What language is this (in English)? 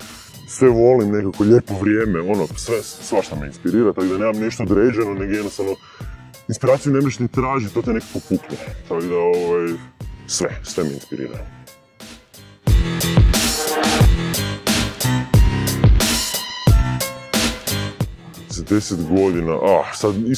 Croatian